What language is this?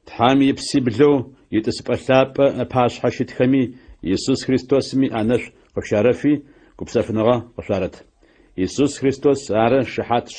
Adyghe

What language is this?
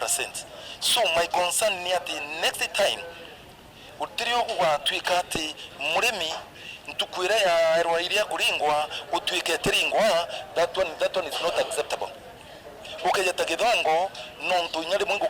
Meru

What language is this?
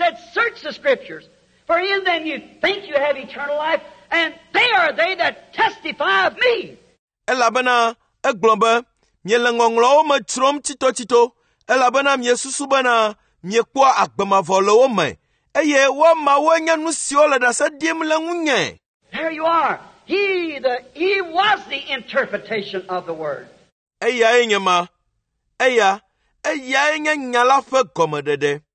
Ewe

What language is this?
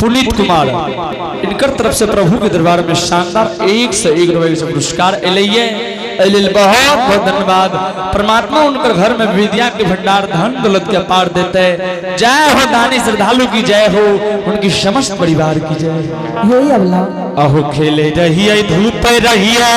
Angika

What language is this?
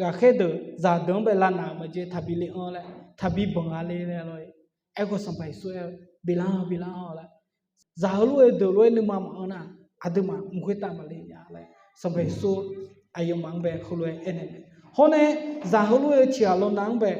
Akha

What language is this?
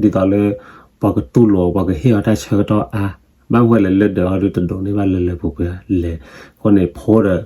S'gaw Karen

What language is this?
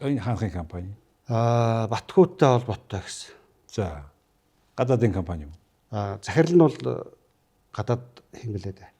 Mongolian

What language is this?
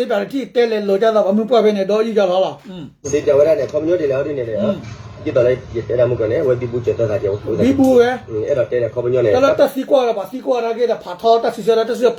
S'gaw Karen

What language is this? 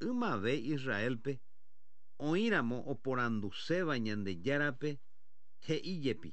Guarani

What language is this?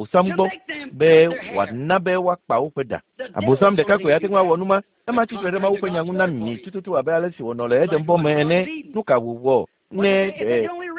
Ewe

